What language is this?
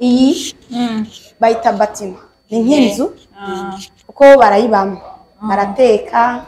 Rundi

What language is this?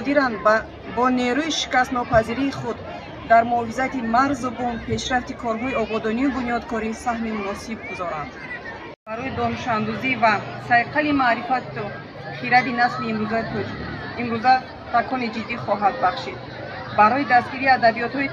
Tajik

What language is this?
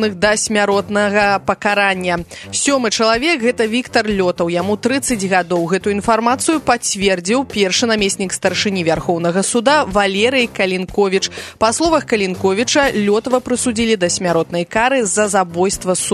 Belarusian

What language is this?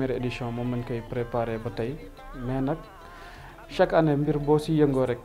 Wolof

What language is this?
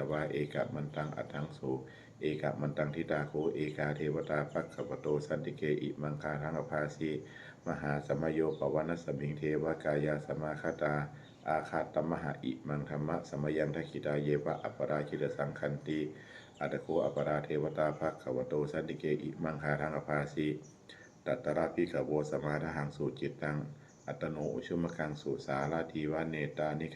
Pali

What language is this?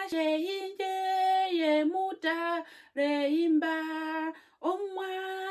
Herero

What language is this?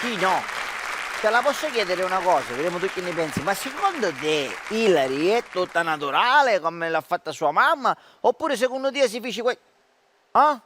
Sicilian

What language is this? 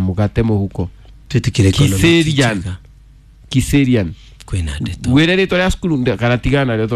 Kikuyu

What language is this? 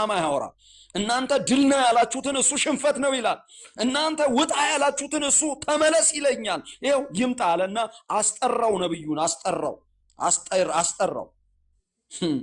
Amharic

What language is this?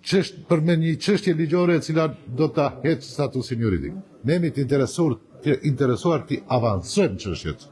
Albanian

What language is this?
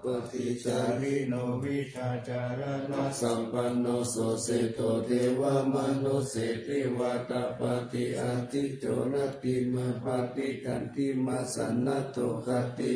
Pali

